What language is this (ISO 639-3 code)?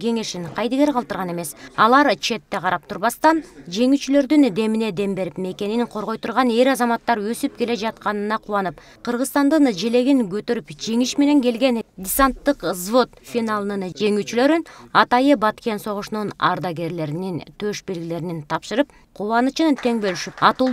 kir